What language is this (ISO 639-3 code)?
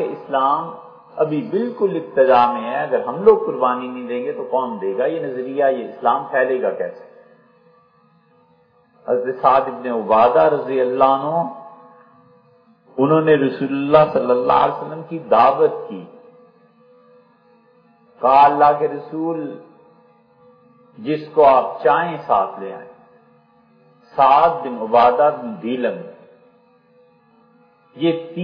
urd